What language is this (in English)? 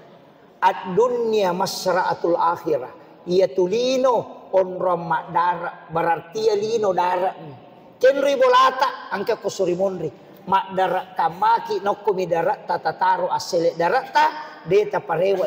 Buginese